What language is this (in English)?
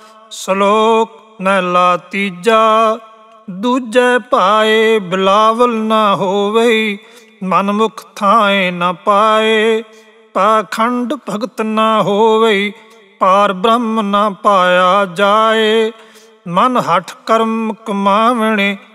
Punjabi